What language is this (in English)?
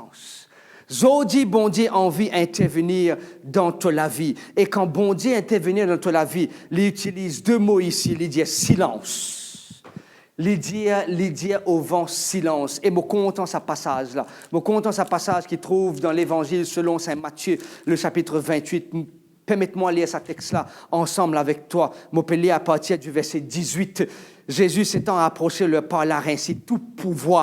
Morisyen